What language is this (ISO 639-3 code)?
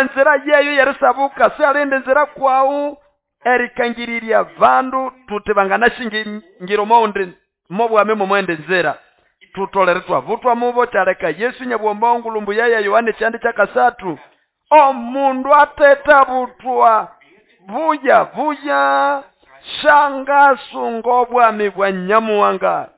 nnb